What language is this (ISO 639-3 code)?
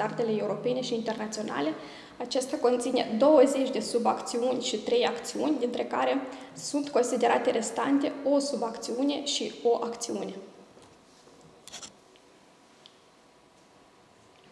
ron